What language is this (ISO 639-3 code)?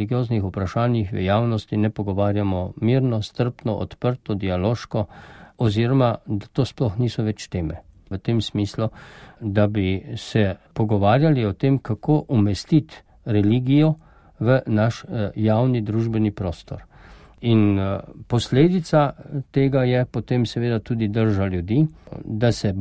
slv